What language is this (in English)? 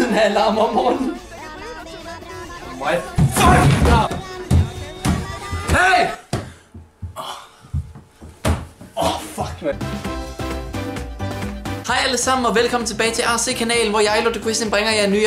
Danish